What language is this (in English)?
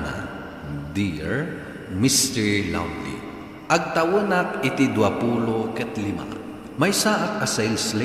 Iloko